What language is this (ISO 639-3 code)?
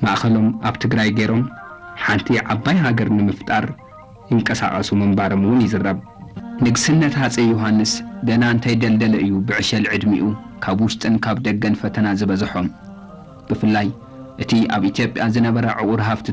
tir